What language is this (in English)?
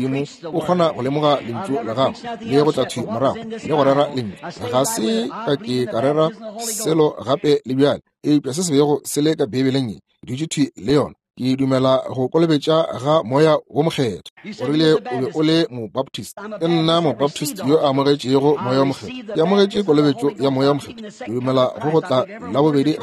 Northern Sotho